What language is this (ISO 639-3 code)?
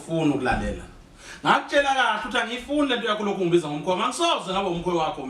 zul